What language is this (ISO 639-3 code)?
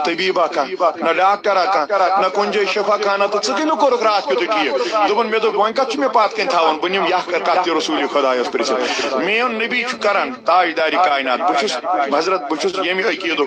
kas